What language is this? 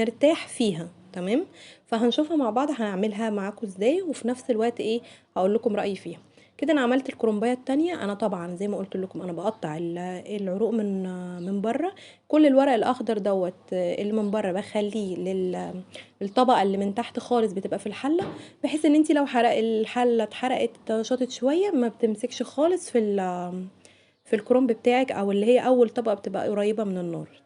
Egyptian Arabic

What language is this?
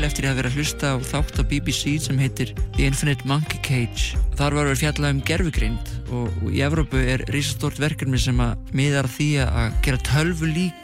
Icelandic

